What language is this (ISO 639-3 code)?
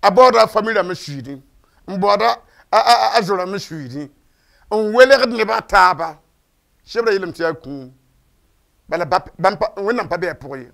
mos